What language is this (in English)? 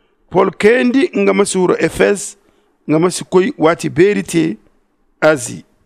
Zarma